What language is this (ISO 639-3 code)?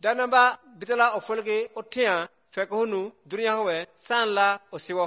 som